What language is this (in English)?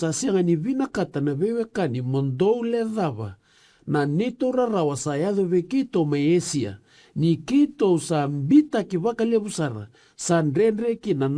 Fijian